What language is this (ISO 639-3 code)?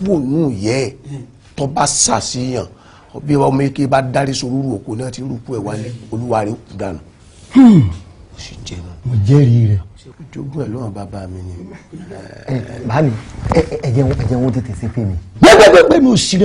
yor